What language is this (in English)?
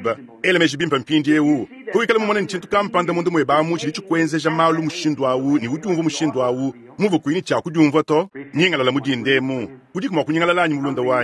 Luba-Lulua